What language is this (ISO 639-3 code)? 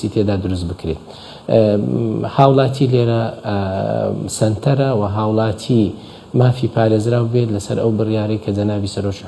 ckb